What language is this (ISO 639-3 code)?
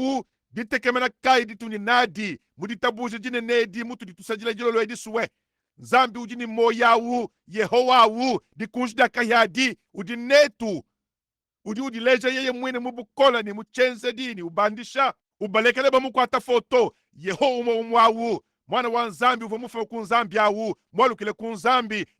lua